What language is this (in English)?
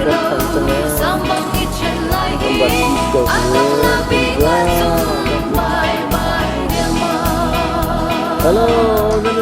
Hakha Chin